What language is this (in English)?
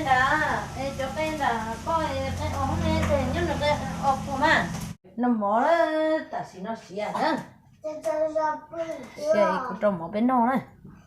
Hmong